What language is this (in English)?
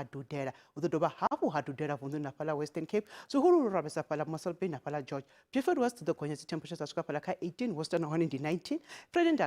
Venda